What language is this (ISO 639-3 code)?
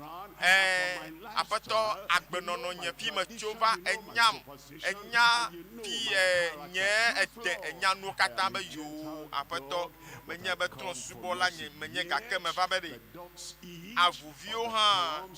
ewe